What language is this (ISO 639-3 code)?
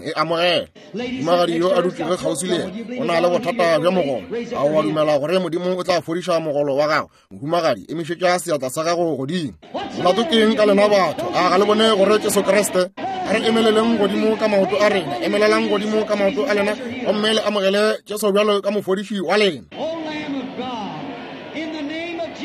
nso